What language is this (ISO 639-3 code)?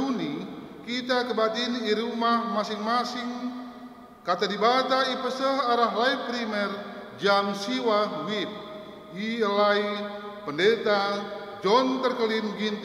btx